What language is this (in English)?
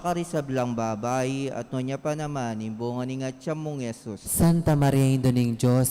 Pampanga